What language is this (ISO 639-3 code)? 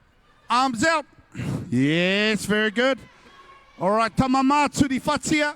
mri